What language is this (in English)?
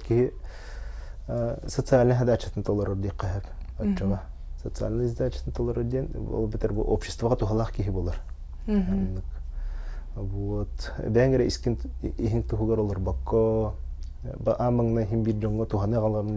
Yakut